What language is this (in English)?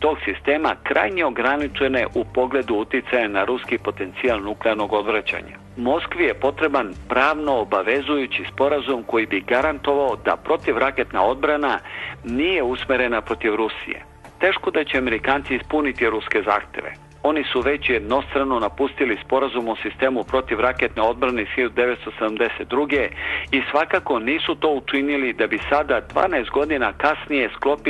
Serbian